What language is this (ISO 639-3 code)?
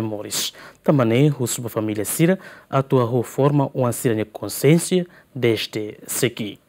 tet